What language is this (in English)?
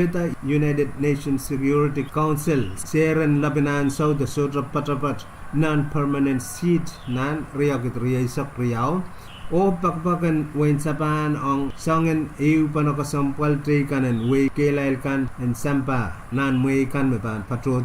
Pohnpeian